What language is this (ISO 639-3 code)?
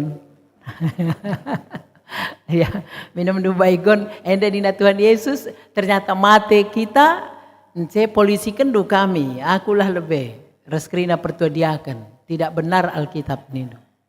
btx